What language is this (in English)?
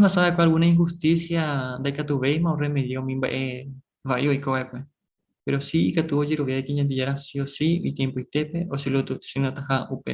Guarani